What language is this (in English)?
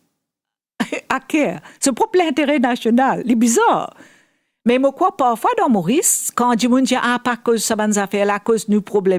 Morisyen